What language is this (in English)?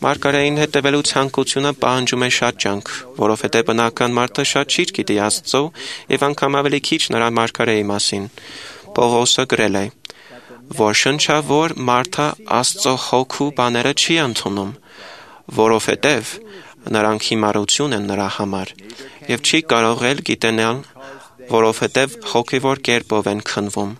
Armenian